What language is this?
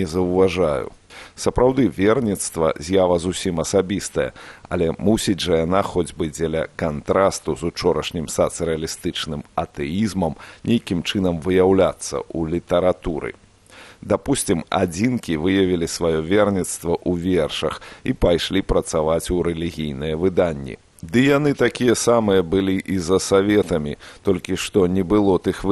Belarusian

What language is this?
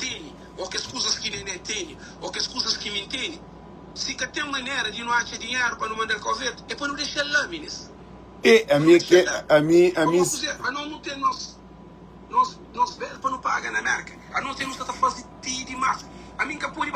Kabuverdianu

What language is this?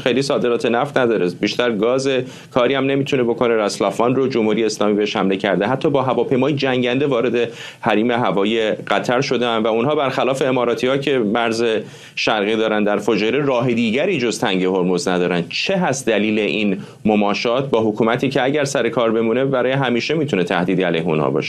Persian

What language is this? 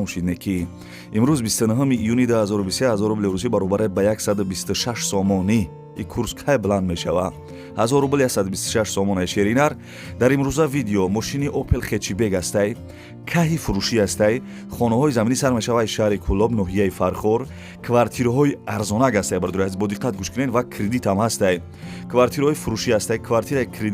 Tajik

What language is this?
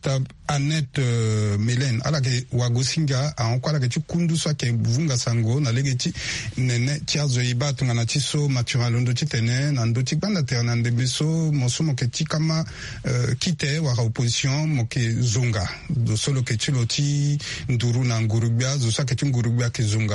Sango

